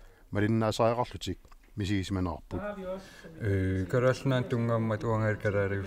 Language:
Kalaallisut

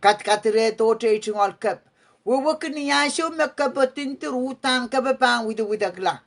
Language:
Pohnpeian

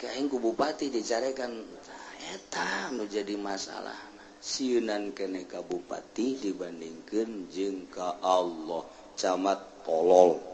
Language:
Sundanese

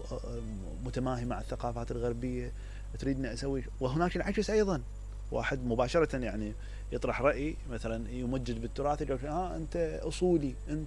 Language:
Mesopotamian Arabic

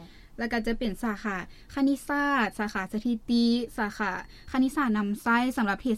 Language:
Lao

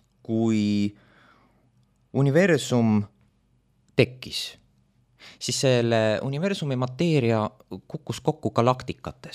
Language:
Estonian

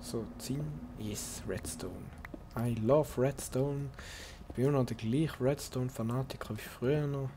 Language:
Swiss German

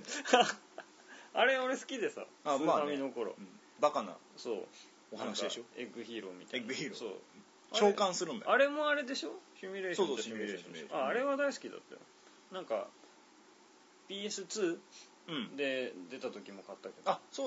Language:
Japanese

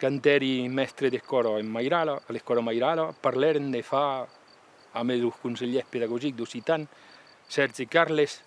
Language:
Occitan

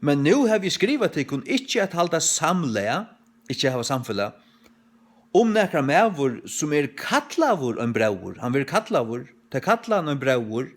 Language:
Faroese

